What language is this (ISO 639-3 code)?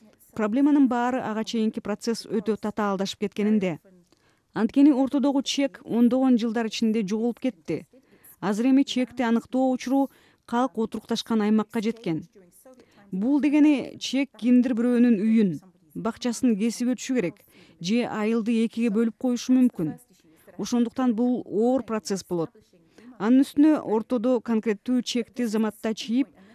kir